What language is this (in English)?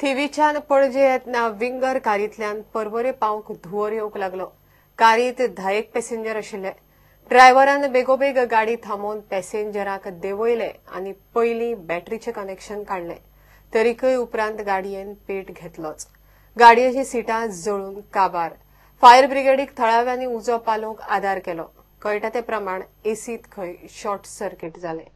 Konkani